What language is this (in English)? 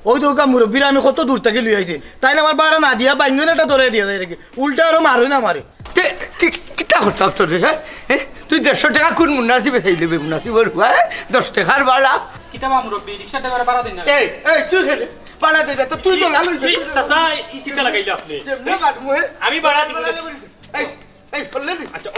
Sylheti